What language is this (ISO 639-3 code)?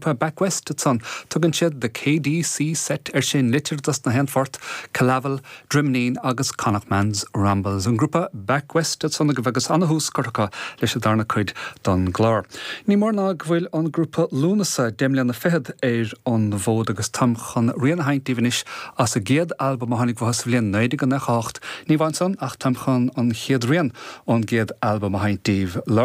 gle